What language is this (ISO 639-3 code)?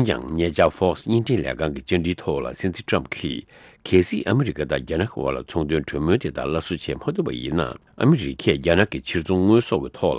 bod